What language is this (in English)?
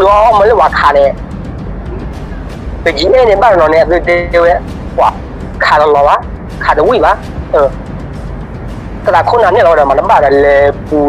S'gaw Karen